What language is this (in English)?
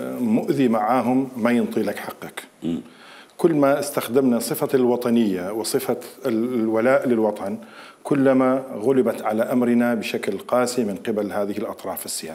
Mesopotamian Arabic